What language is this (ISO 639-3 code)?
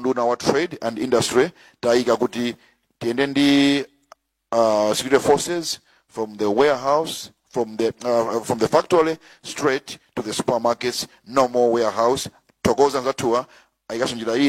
nya